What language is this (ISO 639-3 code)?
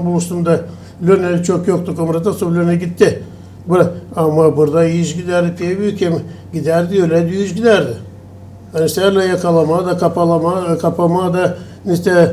gag